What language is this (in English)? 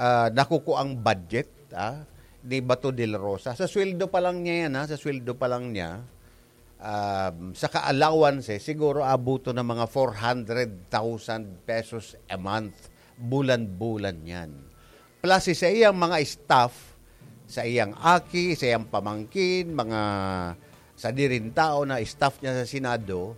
Bikol